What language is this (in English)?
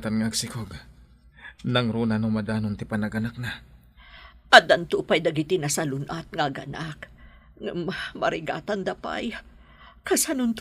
Iloko